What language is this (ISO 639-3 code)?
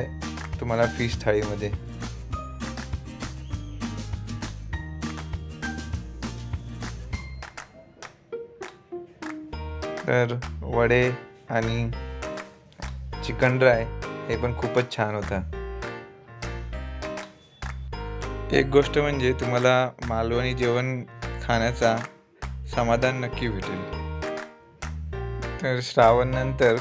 mar